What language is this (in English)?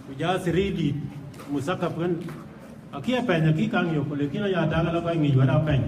Dinka